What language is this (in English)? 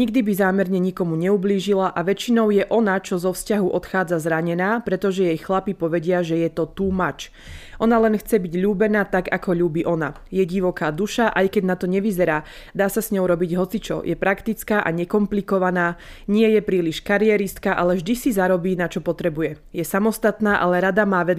Slovak